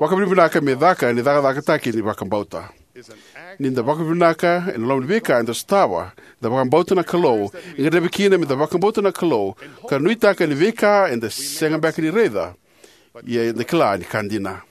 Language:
Fijian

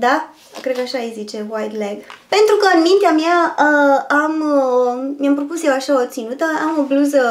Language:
Romanian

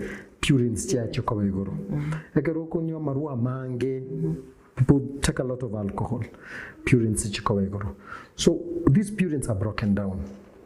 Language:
Gusii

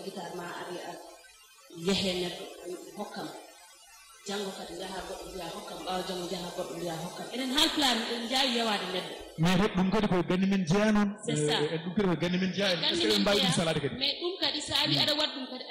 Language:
Fula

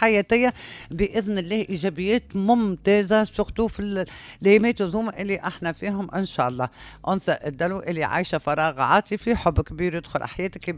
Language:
Tunisian Arabic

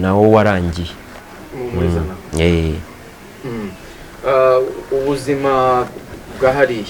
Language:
Kinyarwanda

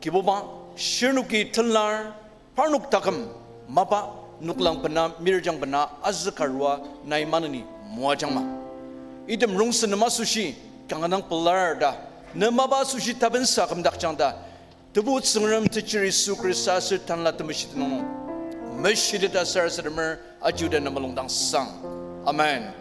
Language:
Ao Naga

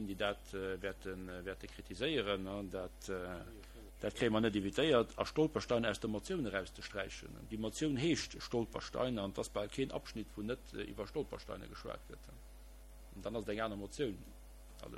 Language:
Luxembourgish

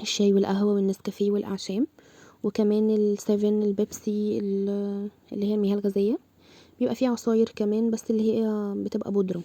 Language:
Egyptian Arabic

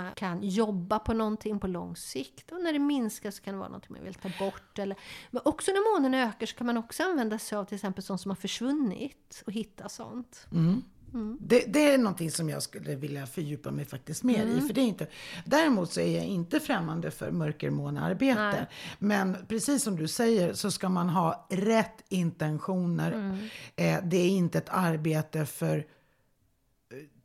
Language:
Swedish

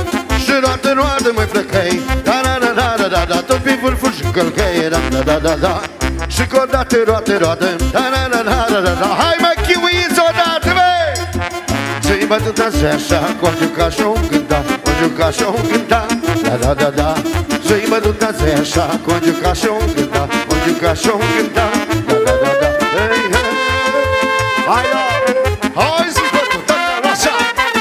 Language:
Romanian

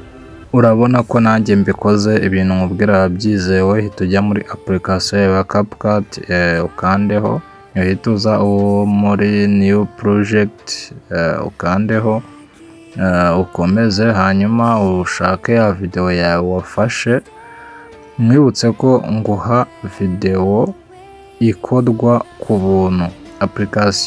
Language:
Kinyarwanda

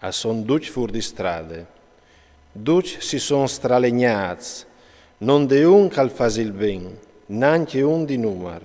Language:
Friulian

